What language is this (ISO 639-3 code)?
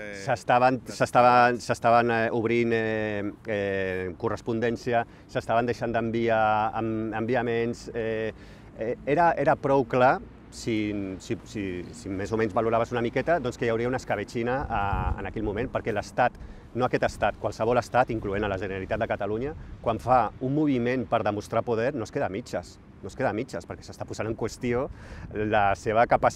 cat